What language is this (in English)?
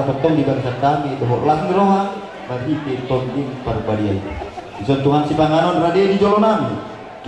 Batak Toba